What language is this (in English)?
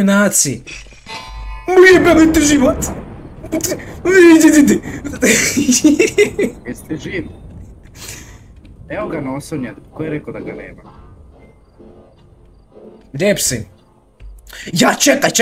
Croatian